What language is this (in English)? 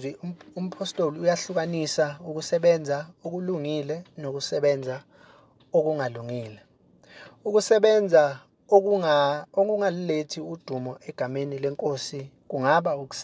Zulu